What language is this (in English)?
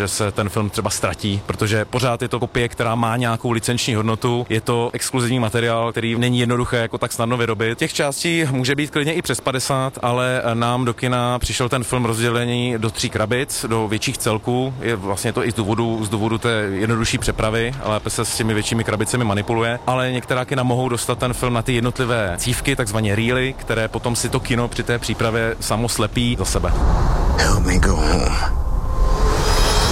Czech